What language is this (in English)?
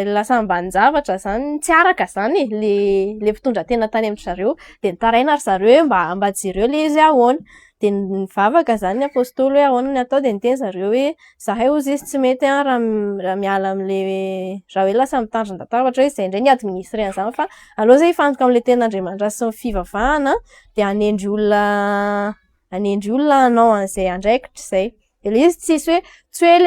Malagasy